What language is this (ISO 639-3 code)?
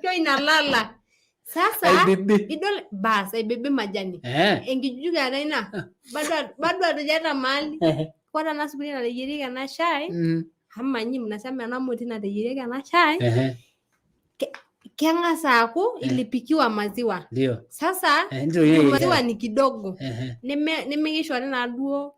mas